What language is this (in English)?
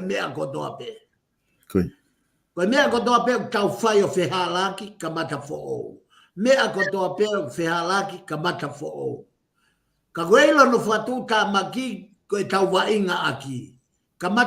Tongan